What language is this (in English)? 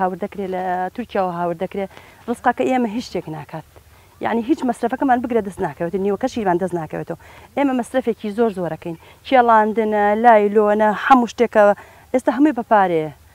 Central Kurdish